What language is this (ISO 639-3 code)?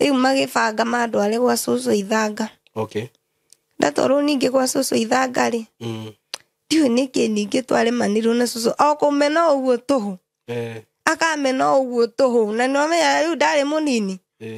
kik